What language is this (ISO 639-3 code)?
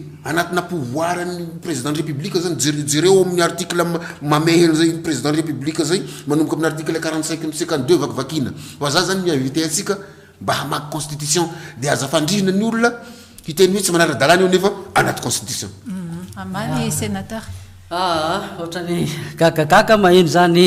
mlg